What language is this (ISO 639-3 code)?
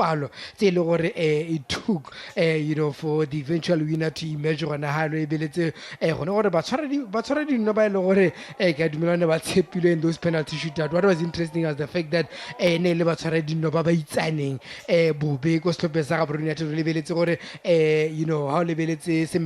tsn